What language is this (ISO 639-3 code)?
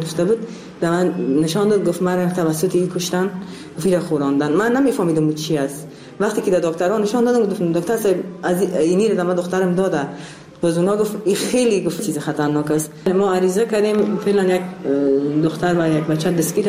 fas